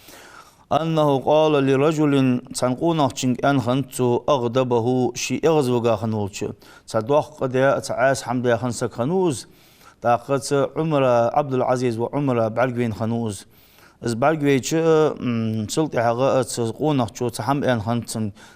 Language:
Ingush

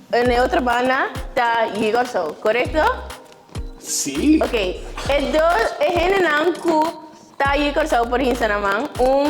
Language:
Papiamento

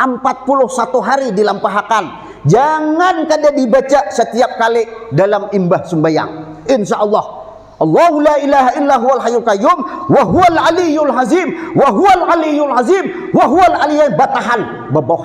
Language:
Banjar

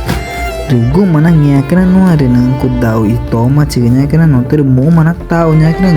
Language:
Ticuna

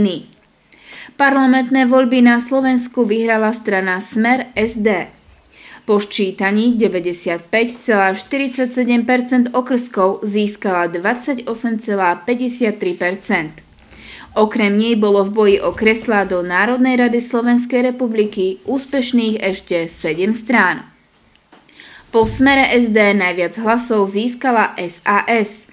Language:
Slovak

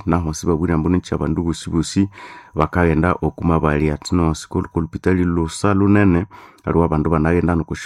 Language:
Nande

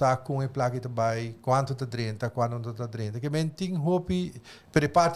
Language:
Papiamento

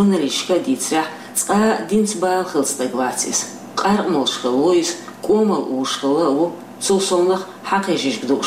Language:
Chechen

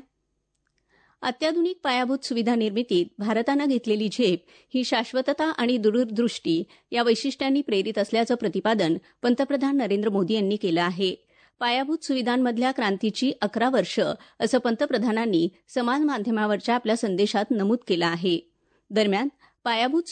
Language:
Marathi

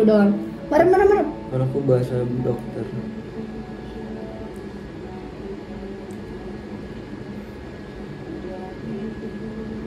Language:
Indonesian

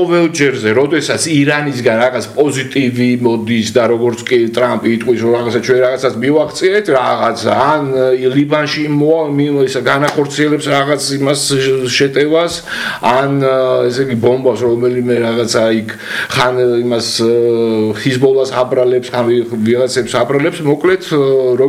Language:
Georgian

